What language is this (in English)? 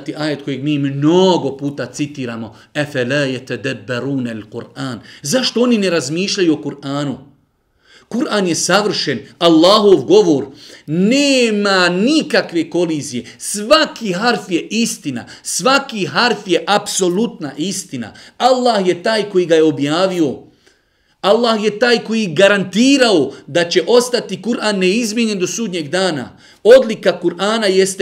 Bosnian